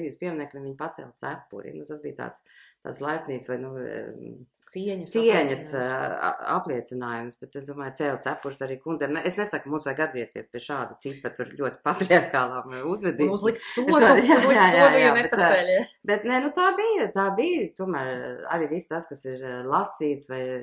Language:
Latvian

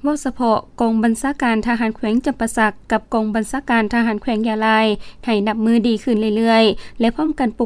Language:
Lao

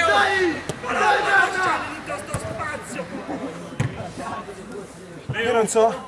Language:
Italian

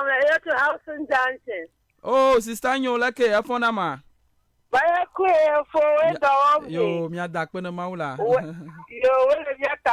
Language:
Ewe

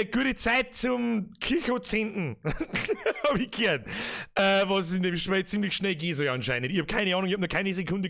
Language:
Bavarian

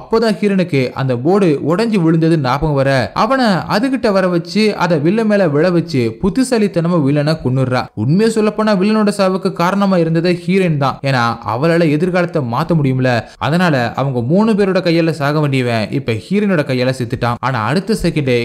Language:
Tamil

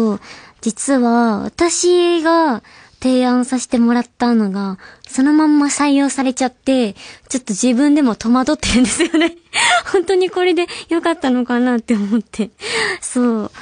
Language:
Japanese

